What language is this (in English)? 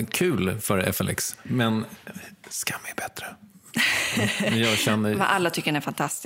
Swedish